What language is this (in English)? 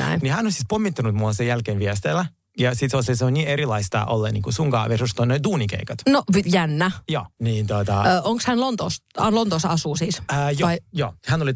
Finnish